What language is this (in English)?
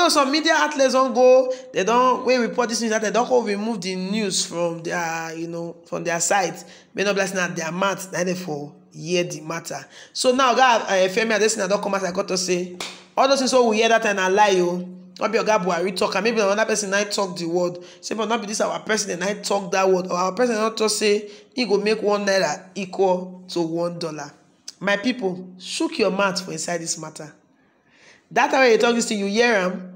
Nigerian Pidgin